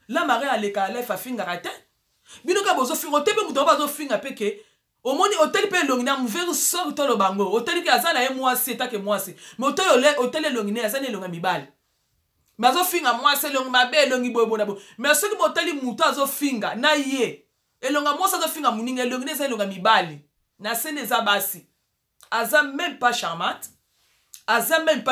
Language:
Lingala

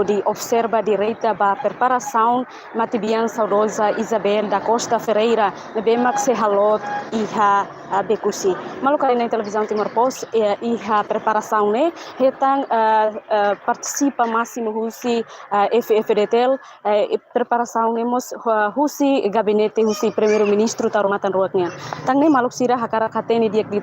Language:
Tetum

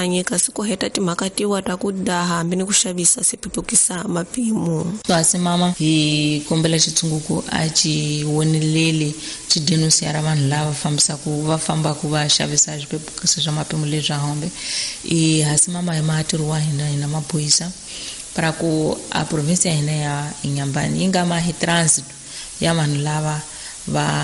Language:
Tsonga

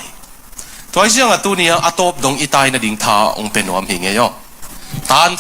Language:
Tedim Chin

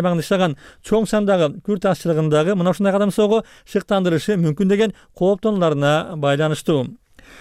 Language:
Kyrgyz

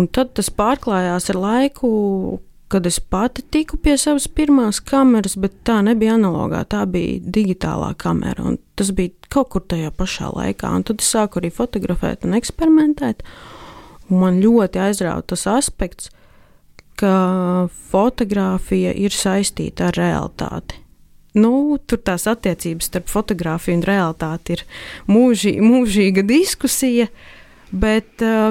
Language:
Latvian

